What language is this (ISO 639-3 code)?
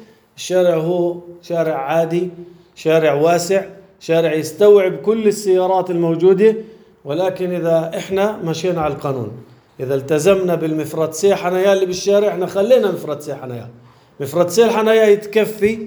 apc